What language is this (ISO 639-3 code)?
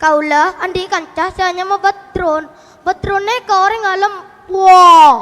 mad